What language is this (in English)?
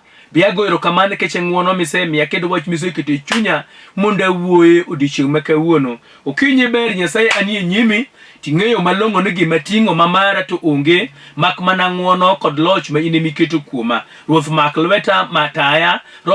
Luo (Kenya and Tanzania)